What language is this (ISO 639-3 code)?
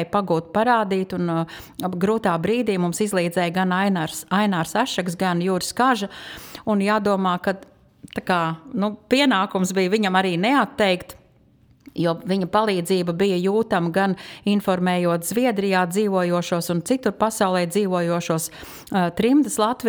lav